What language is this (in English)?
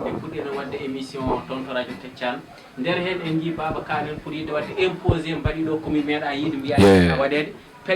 Fula